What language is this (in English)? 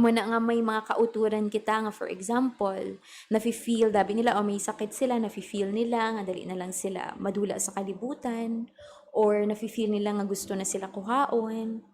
Hiligaynon